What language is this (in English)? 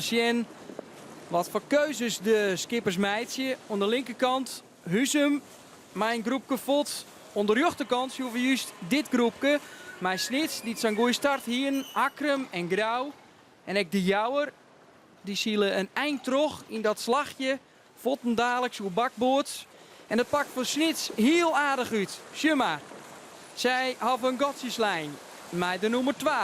Western Frisian